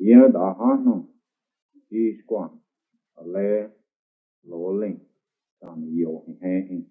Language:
Cherokee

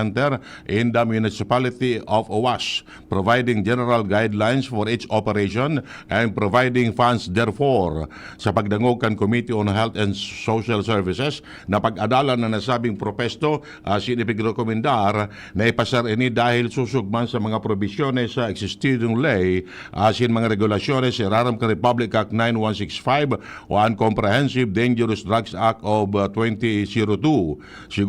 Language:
Bikol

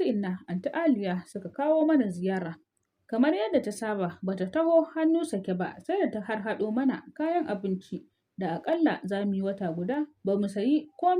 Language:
Hausa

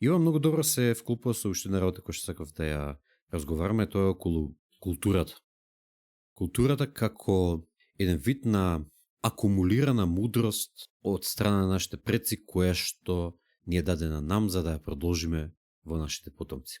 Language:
Macedonian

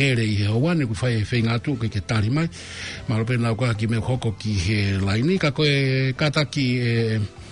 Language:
Tongan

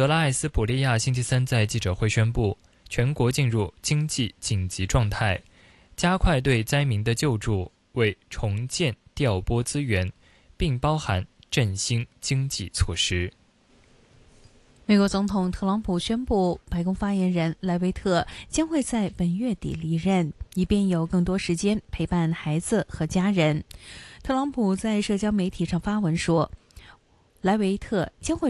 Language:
Chinese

